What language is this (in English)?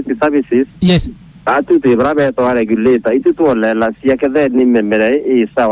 Meru